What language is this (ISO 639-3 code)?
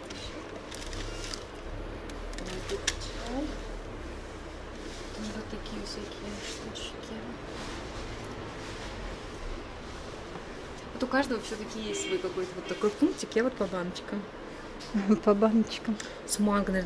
rus